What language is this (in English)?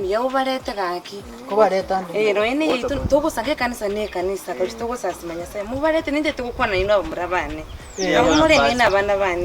Gusii